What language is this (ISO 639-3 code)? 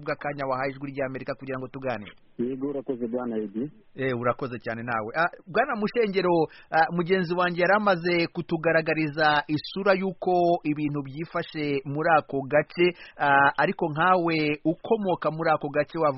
kin